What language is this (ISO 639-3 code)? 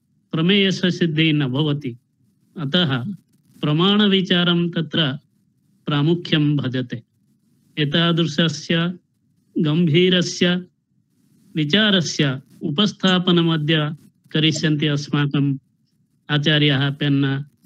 san